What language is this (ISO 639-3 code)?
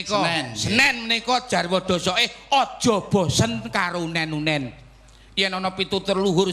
jav